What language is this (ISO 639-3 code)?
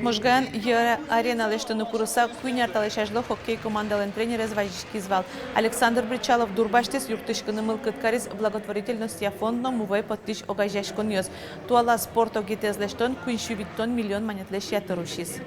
udm